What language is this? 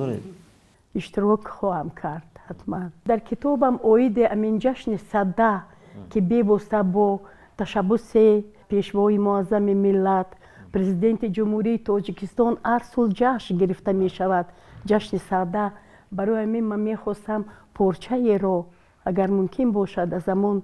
Tajik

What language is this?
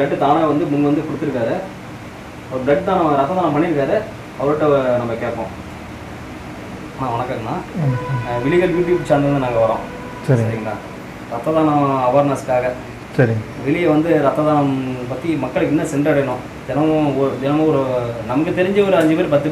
Tamil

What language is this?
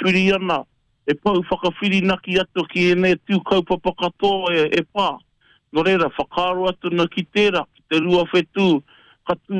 Māori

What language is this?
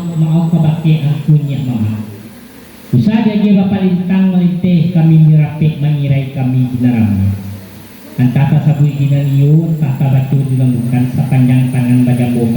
Minangkabau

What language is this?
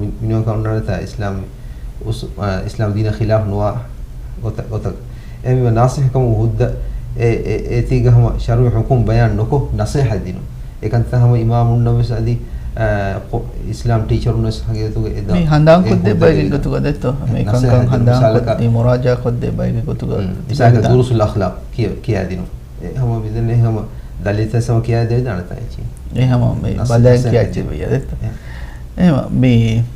Divehi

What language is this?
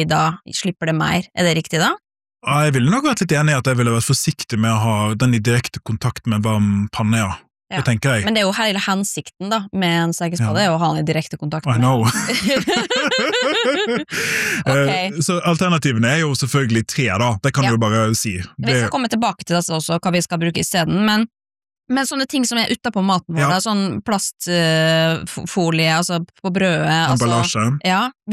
Norwegian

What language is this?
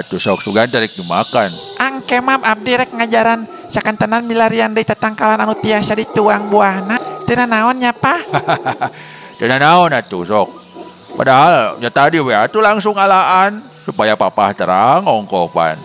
Sundanese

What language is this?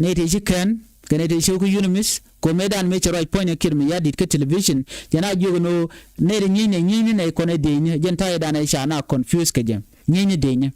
Nuer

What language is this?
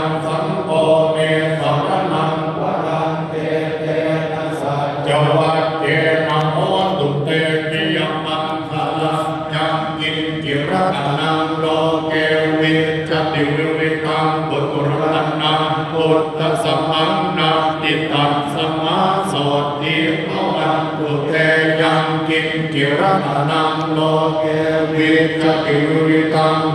Pali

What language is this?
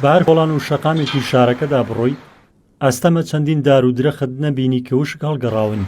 Central Kurdish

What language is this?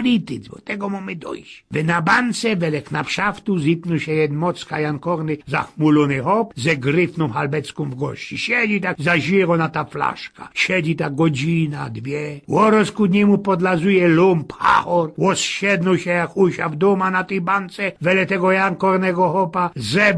Silesian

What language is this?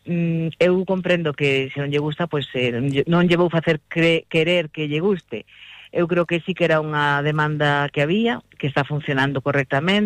Galician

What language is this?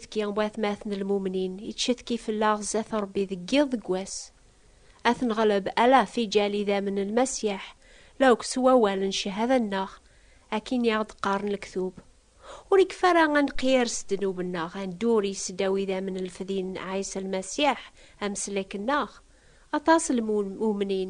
Kabyle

